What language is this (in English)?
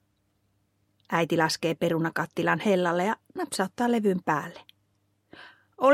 Finnish